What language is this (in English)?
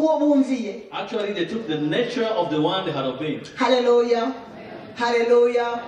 Kinyarwanda